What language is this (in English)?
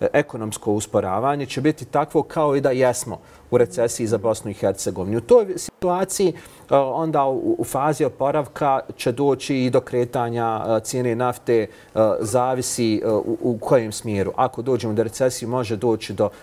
Bosnian